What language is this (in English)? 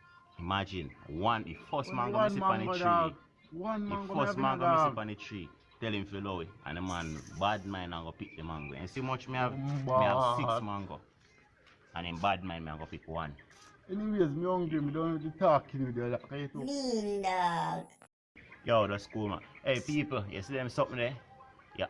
Jamaican Creole English